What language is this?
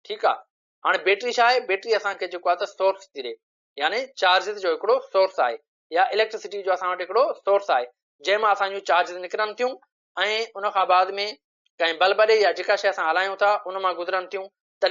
Sindhi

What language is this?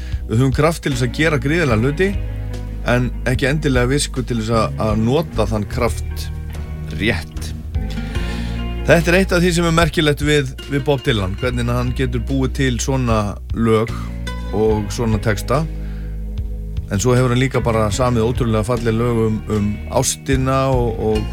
Icelandic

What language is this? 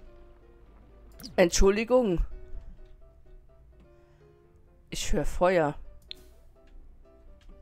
German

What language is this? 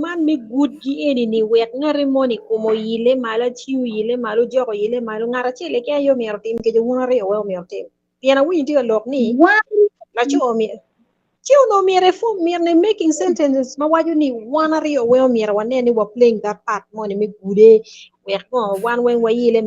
Acoli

